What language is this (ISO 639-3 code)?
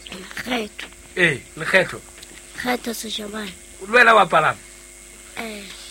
sot